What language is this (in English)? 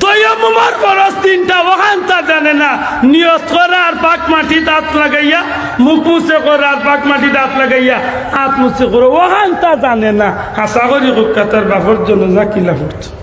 Sylheti